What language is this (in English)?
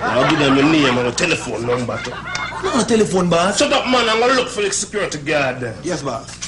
Jamaican Creole English